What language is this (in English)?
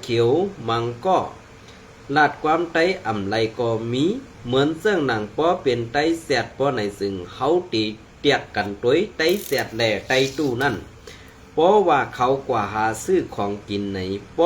Shan